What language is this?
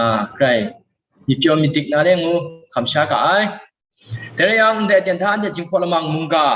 Kachin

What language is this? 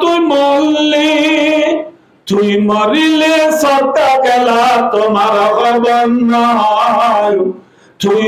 Rohingya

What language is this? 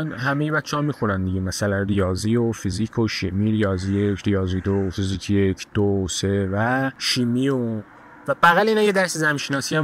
Persian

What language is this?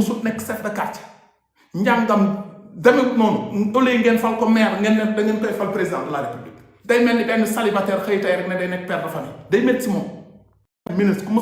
Wolof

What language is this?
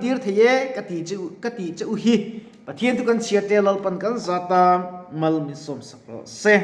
Mizo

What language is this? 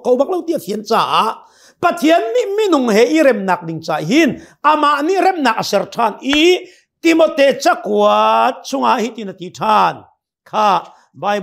Hakha Chin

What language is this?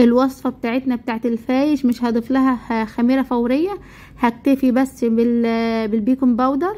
Egyptian Arabic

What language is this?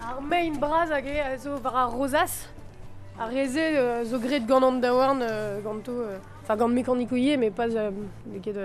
Breton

